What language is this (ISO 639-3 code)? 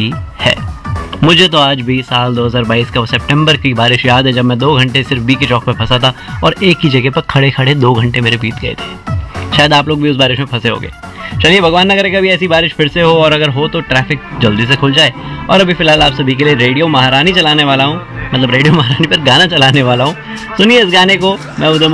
hin